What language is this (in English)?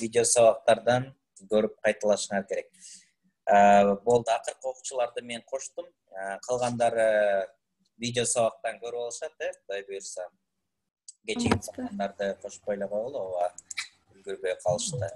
Kyrgyz